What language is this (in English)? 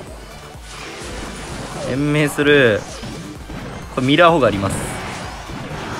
Japanese